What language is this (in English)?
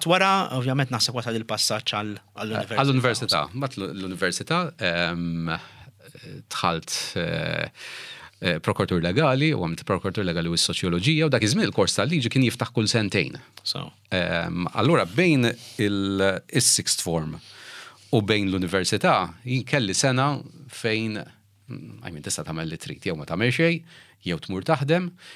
Maltese